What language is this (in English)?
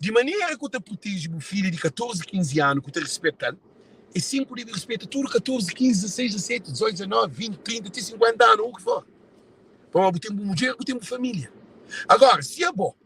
Kabuverdianu